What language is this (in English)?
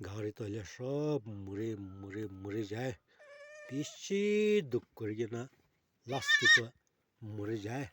Naga Pidgin